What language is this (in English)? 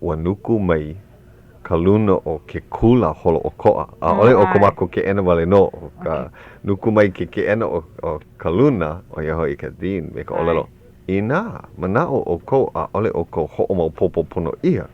Hawaiian